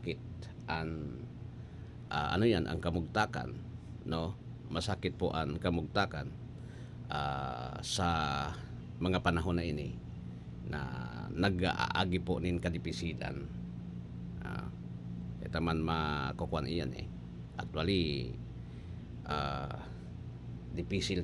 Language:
Bikol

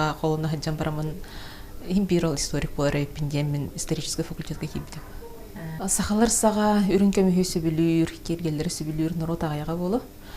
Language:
Yakut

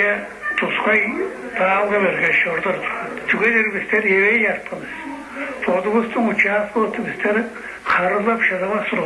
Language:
Tuvinian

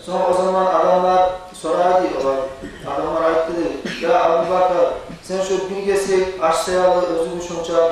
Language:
Kumyk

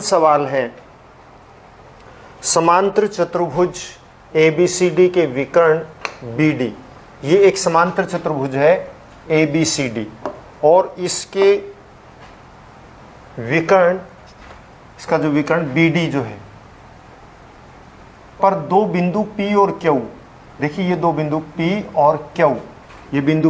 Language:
Hindi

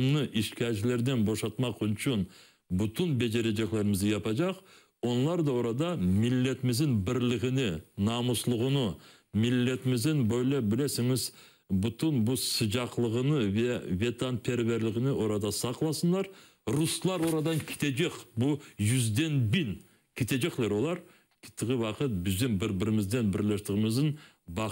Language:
Crimean Tatar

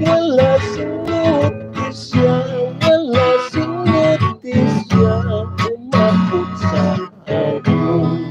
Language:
Hiligaynon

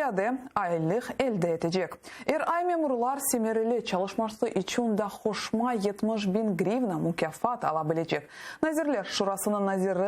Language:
Crimean Tatar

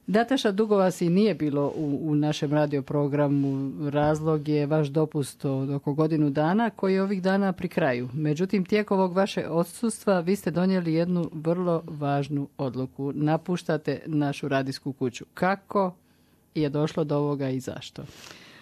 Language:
Croatian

